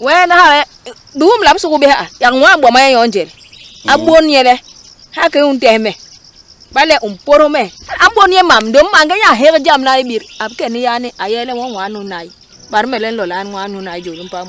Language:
Basaa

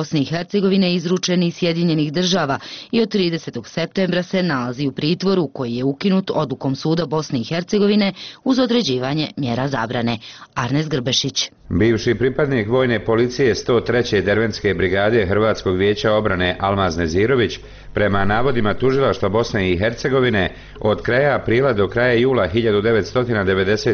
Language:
Bosnian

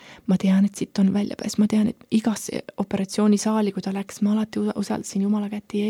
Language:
Estonian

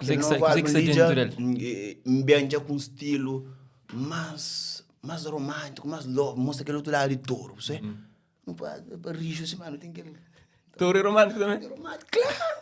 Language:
Kabuverdianu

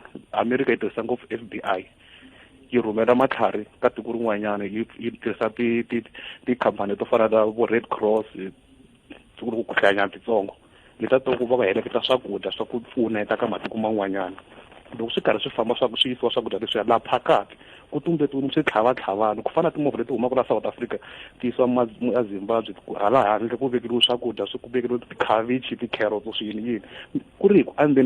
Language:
Tsonga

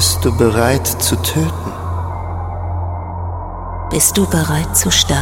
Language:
German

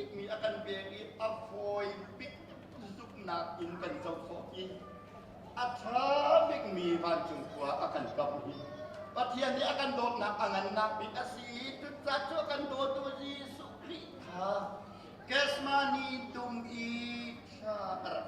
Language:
Hakha Chin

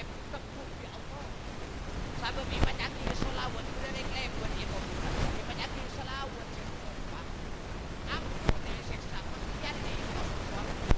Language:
Madurese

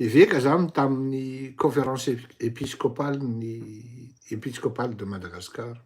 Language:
Malagasy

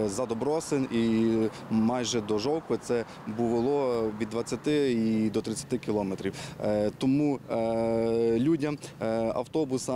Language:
Ukrainian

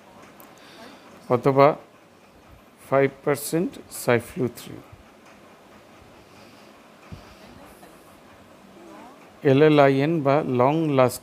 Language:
Bangla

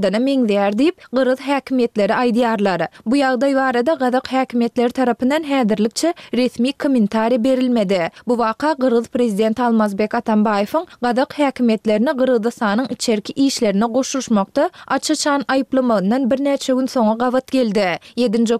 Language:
Turkmen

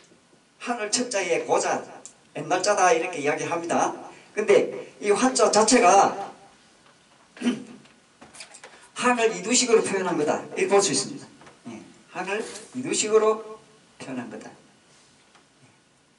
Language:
Korean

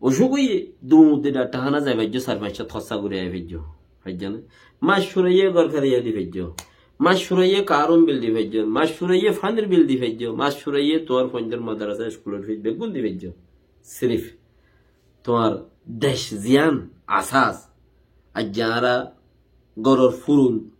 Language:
Rohingya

